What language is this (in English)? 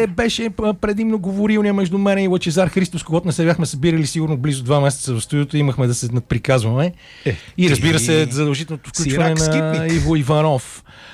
Bulgarian